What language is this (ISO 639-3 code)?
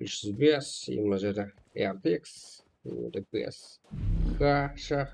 kaa